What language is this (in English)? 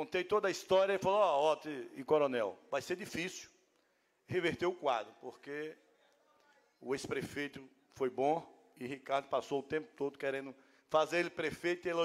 Portuguese